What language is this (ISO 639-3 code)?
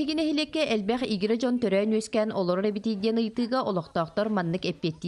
sah